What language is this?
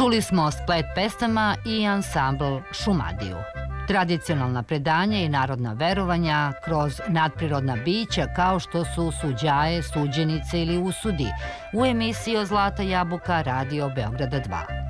Serbian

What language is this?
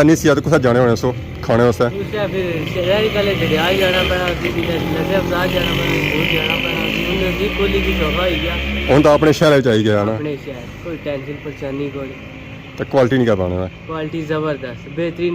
Pahari-Potwari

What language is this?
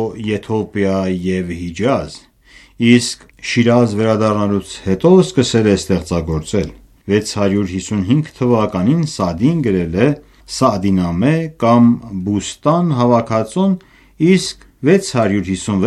Armenian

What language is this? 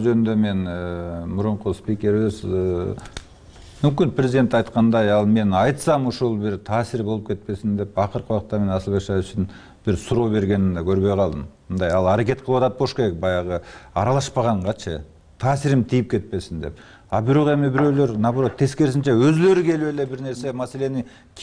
Kyrgyz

